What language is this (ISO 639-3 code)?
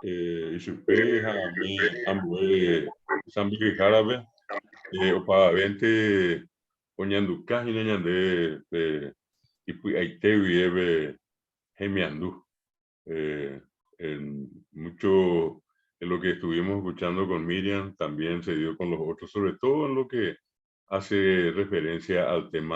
grn